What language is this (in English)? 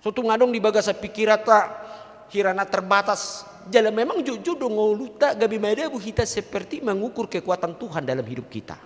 Batak Toba